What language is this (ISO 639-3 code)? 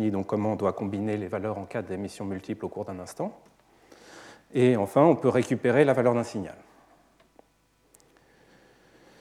fra